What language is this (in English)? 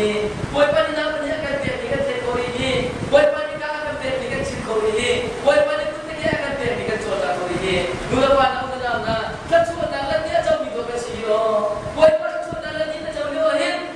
Hakha Chin